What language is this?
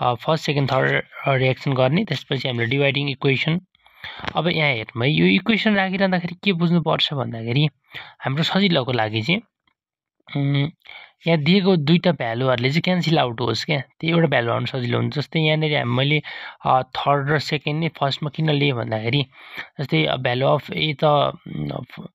Nepali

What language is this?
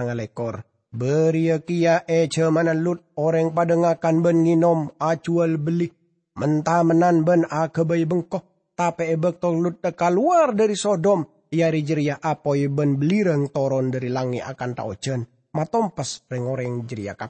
Madurese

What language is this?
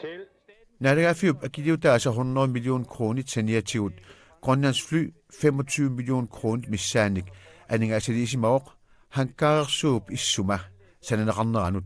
Kalaallisut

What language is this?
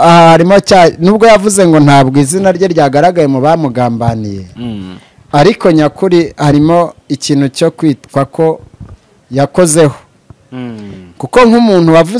Kinyarwanda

